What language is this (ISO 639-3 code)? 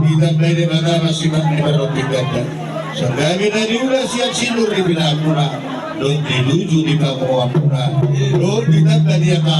bbc